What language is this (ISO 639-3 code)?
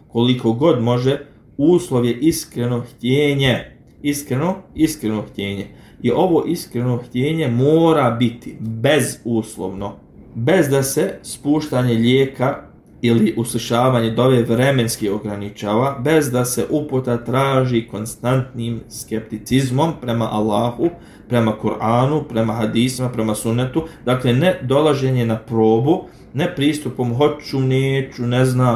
bos